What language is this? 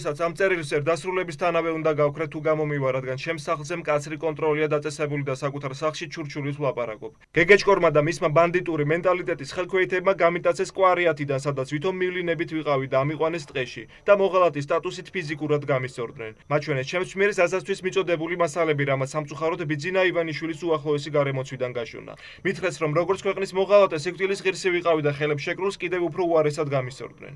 Georgian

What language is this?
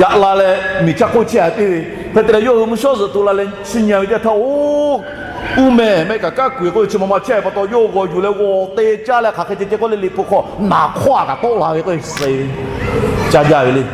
Lahu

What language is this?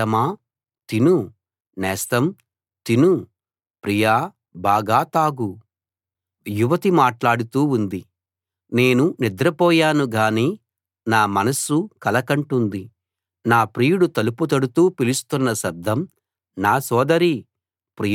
Telugu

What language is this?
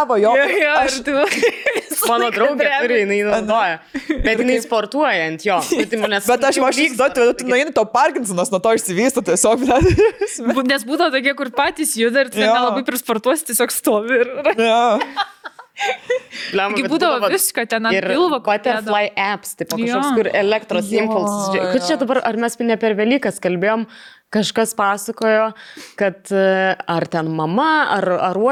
Lithuanian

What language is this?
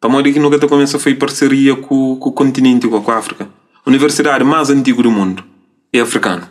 Kabuverdianu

